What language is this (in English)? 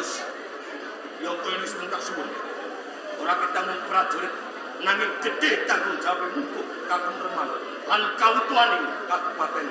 Javanese